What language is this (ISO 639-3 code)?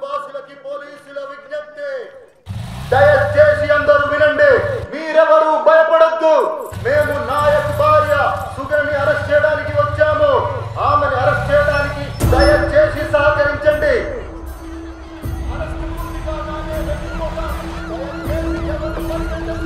tel